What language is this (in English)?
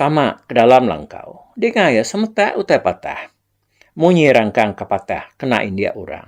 Iban